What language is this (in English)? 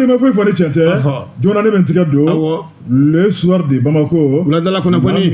Bambara